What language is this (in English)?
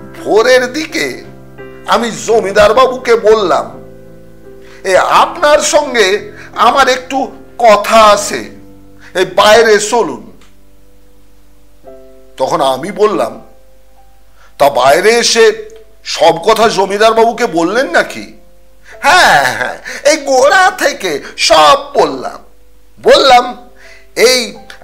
Bangla